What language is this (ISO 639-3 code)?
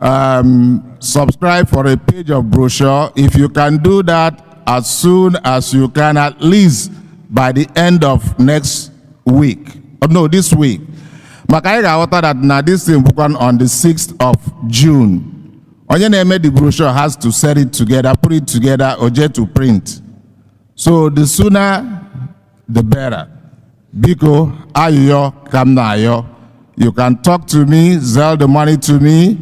ibo